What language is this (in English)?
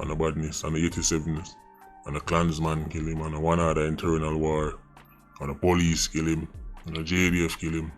Jamaican Creole English